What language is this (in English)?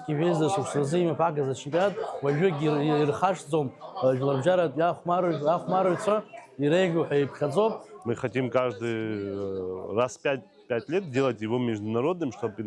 Abkhazian